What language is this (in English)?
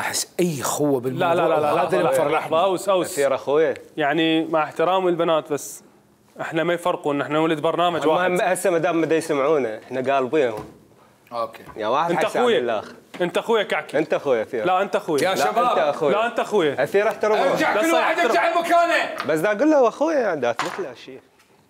Mesopotamian Arabic